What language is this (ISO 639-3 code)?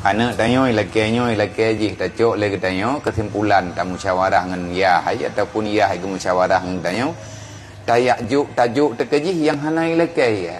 ace